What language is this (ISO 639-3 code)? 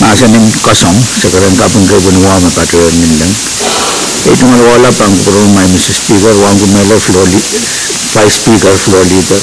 pon